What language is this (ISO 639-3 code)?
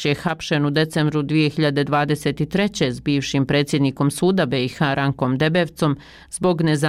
bos